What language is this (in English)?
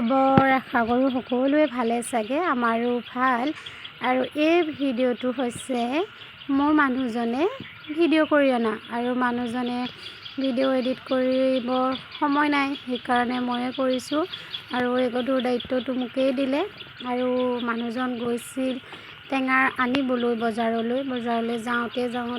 Assamese